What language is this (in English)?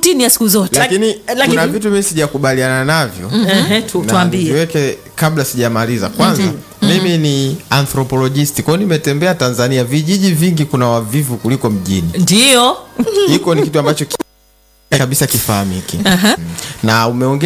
Swahili